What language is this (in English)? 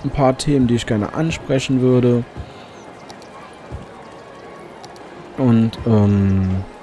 German